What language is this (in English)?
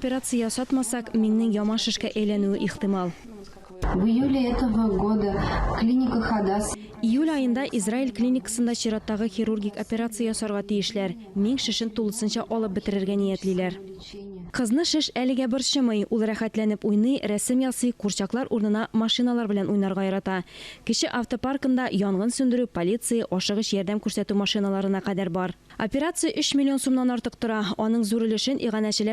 Tatar